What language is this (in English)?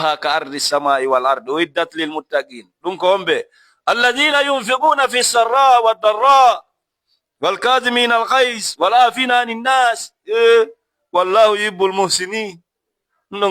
Fula